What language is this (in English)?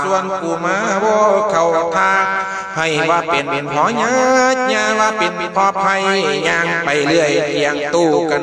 Lao